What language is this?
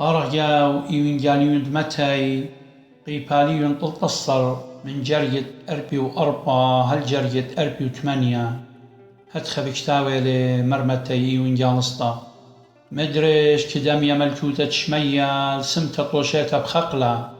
Assyrian Neo-Aramaic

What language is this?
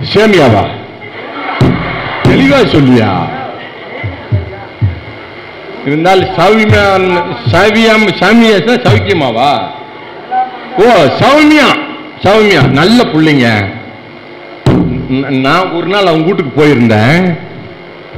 Tamil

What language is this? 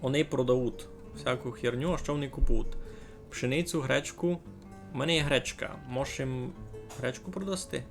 Rusyn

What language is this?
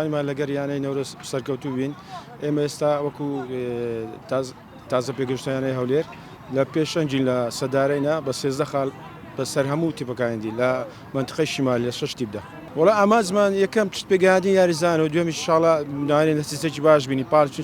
Central Kurdish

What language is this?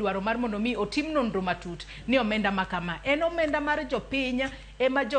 Luo (Kenya and Tanzania)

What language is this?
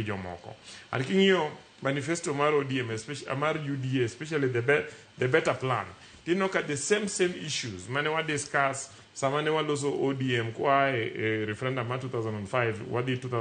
Luo (Kenya and Tanzania)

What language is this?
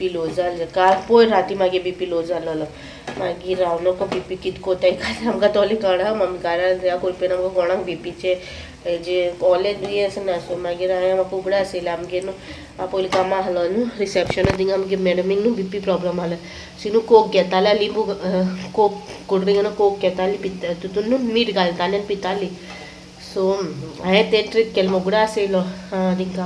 Konkani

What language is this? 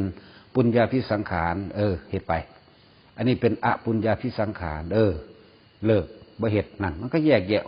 Northeastern Thai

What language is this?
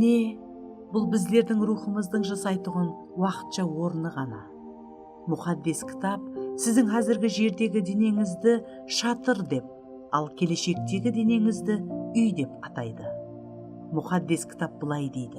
Kara-Kalpak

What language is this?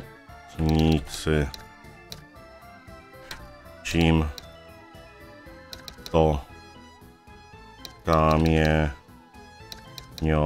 Polish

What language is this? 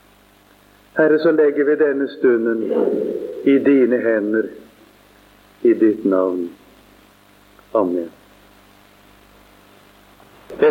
Norwegian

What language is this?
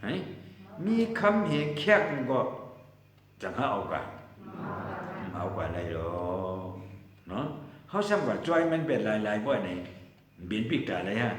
Shan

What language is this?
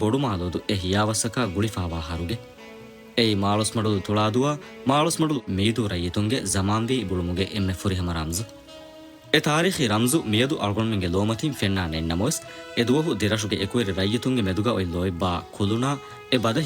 Divehi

